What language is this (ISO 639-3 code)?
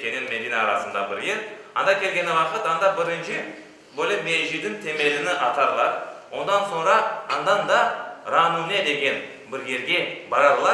crh